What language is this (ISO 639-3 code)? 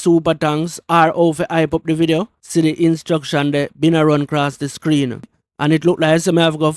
jam